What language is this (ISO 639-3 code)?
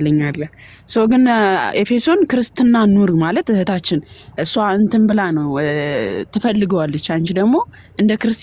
amh